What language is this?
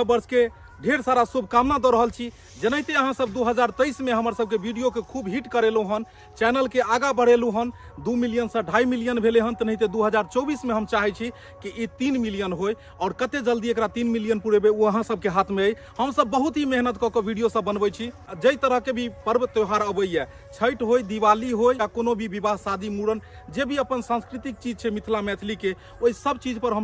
Maithili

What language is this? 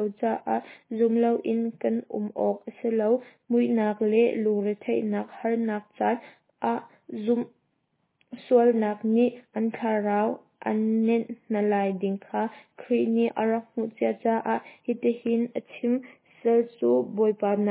Hakha Chin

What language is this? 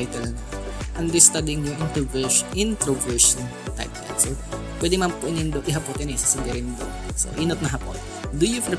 Bikol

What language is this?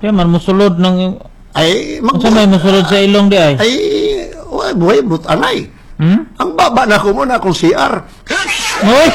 Cebuano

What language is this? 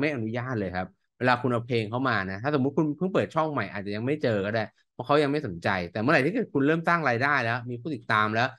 Thai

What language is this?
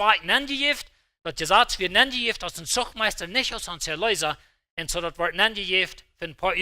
Plautdietsch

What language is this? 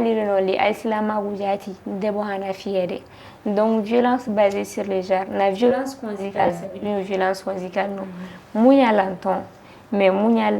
Fula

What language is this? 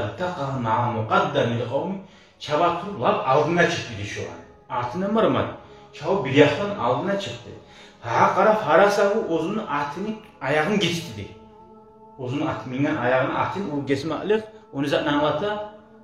Kumyk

